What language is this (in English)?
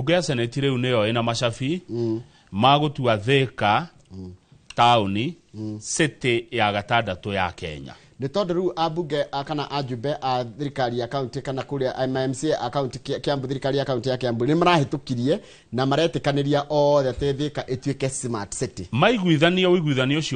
Kikuyu